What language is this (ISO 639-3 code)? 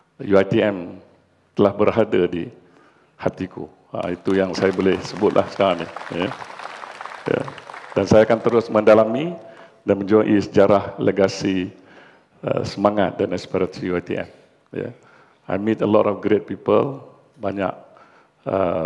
msa